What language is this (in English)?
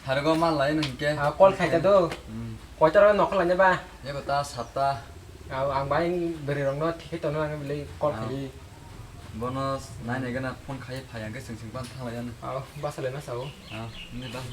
Kok Borok